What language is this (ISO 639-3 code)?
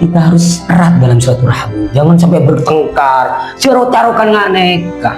mad